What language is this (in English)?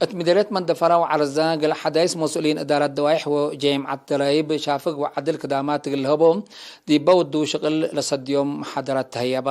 Tigre